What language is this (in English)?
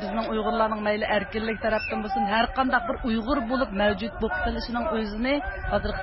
Uyghur